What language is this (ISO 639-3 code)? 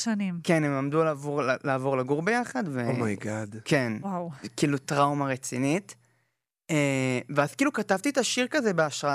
heb